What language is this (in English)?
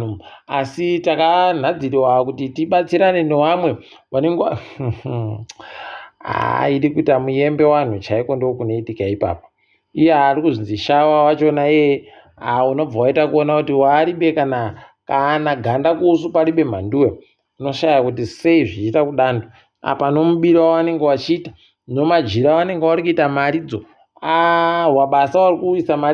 Ndau